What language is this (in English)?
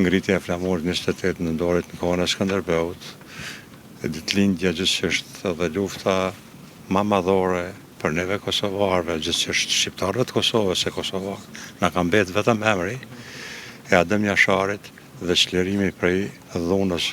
Albanian